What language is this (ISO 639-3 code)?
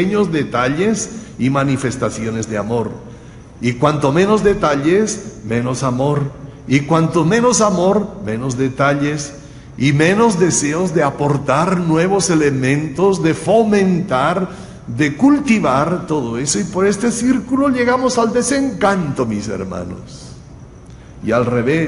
spa